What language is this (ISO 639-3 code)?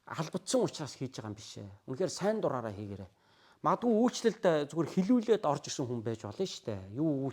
mon